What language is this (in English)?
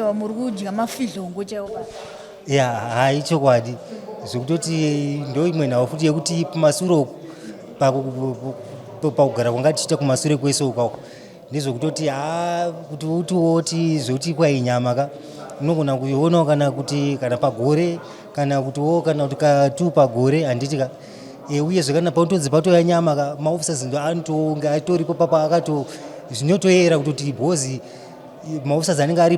Shona